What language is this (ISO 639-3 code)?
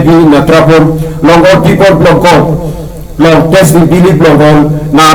tpi